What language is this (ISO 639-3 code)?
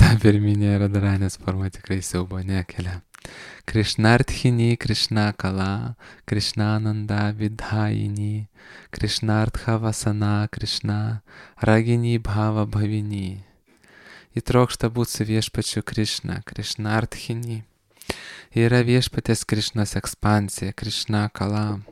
lit